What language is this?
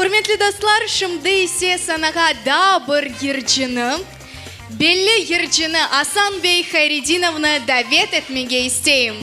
Crimean Tatar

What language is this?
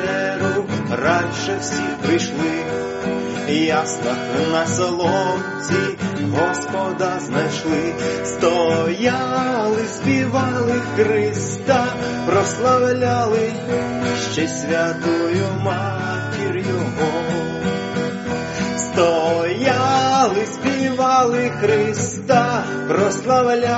Ukrainian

